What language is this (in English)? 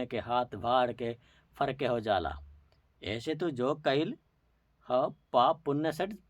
Bhojpuri